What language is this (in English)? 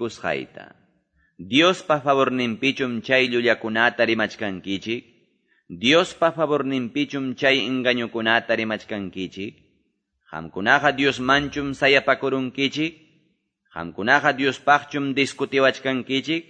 Quechua